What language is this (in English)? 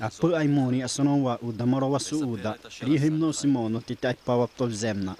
Xavánte